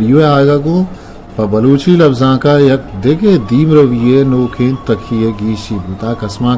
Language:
Eastern Balochi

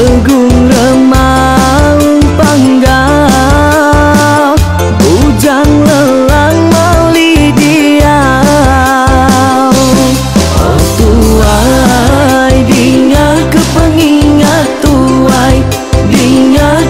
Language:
Iban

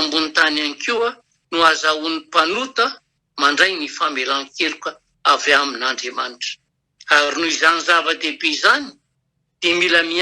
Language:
Malagasy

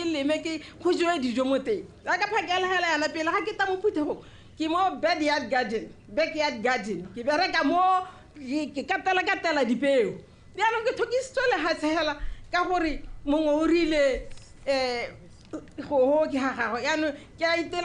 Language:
Tswana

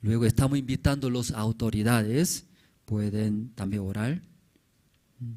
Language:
Aymara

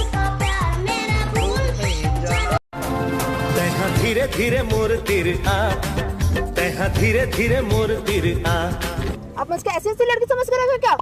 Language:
Chhattisgarhi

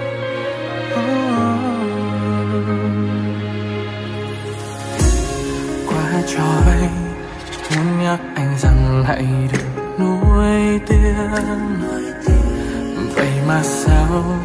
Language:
Vietnamese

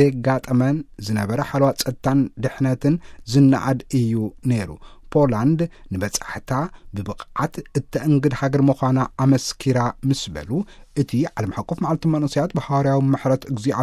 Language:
Tigrinya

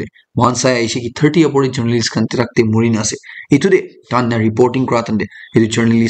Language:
Naga Pidgin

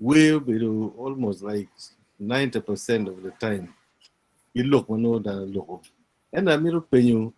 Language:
Acoli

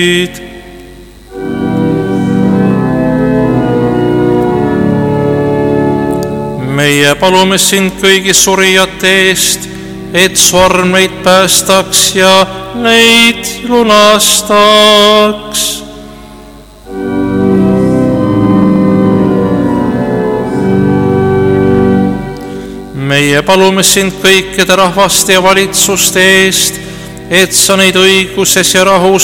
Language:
Estonian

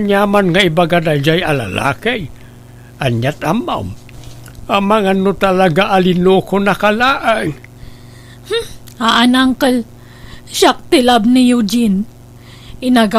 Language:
Iloko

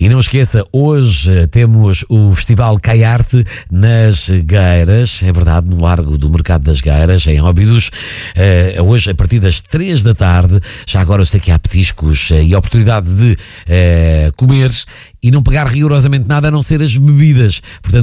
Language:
Portuguese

